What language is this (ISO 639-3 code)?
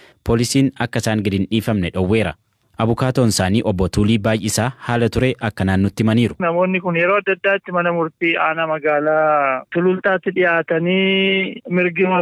orm